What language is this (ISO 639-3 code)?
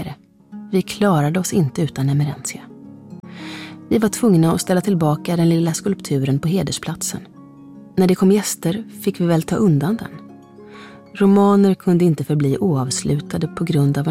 swe